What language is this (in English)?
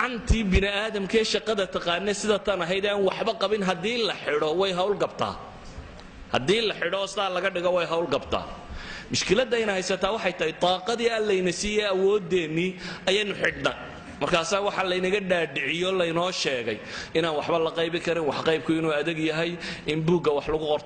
Somali